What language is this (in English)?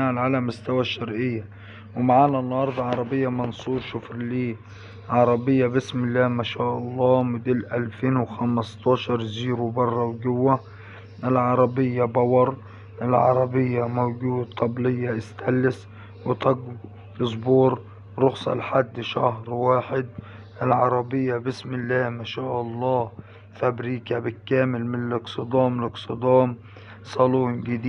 Egyptian Arabic